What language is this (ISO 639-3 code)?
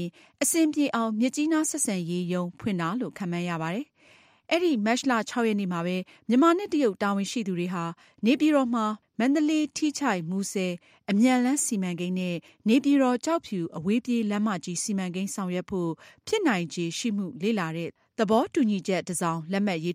mya